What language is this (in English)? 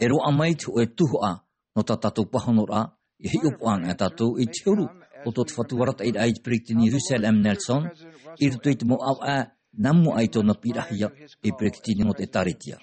Tahitian